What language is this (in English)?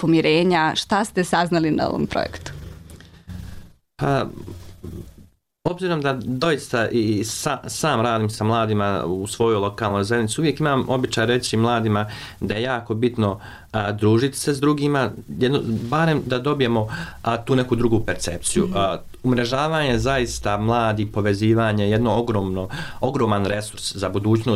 Bosnian